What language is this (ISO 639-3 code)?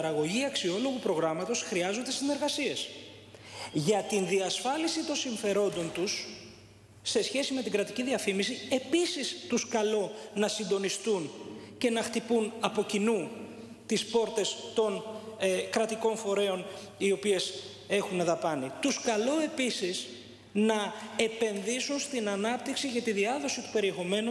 ell